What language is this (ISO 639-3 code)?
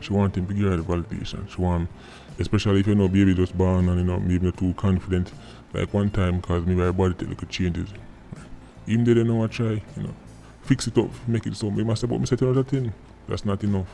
jam